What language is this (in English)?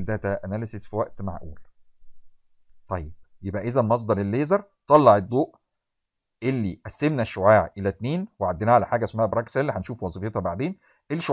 Egyptian Arabic